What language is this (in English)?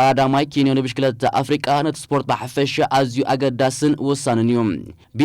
Tigrinya